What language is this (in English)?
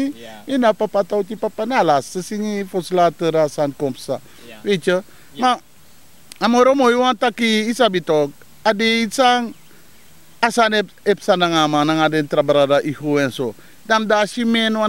Sranan Tongo